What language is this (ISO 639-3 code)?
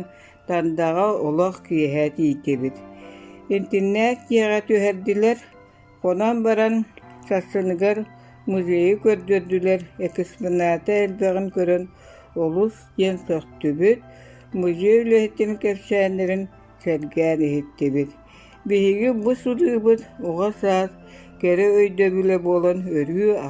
sah